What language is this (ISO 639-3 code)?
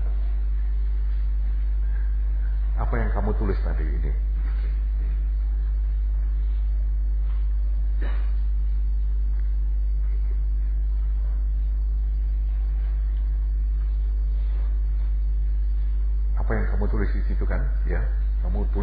ind